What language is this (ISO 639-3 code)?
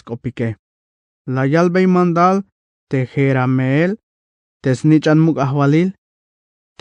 tzh